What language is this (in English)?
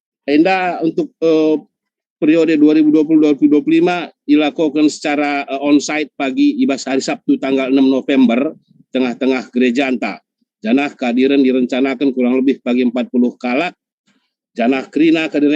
Batak Karo